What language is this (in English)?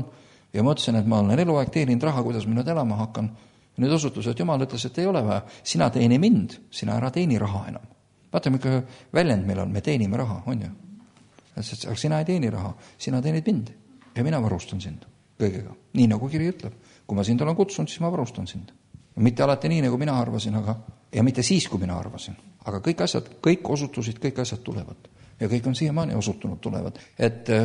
Estonian